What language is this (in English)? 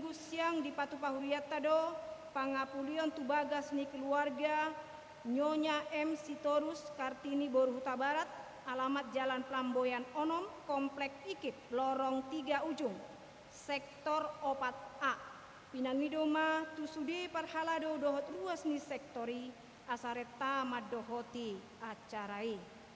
Batak Toba